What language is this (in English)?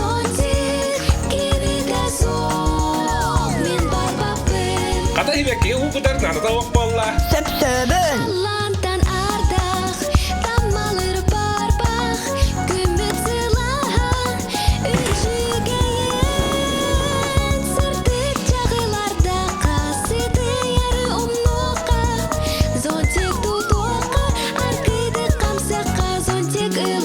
Yakut